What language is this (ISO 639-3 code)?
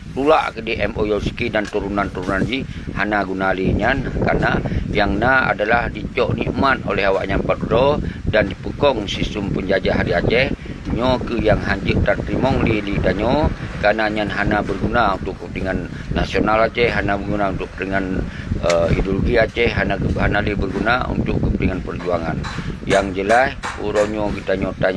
ace